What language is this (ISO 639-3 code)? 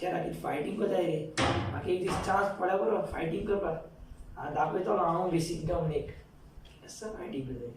kok